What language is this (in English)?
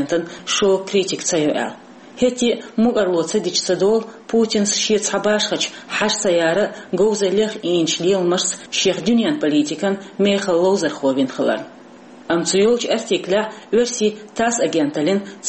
Chechen